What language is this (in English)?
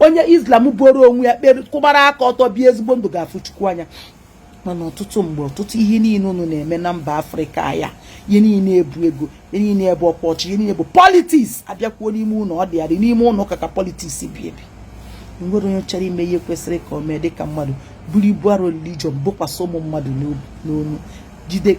Igbo